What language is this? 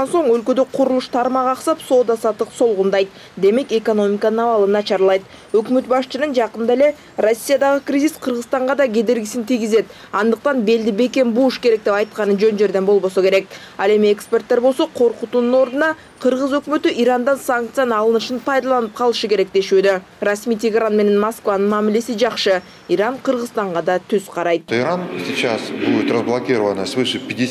Kyrgyz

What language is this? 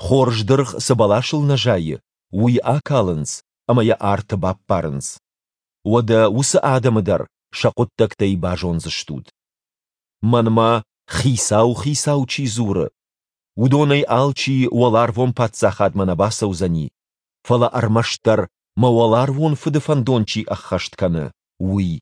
Ossetic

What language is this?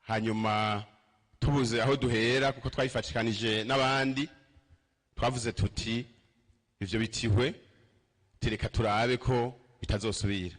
Rundi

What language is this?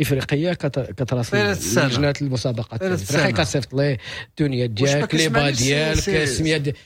Moroccan Arabic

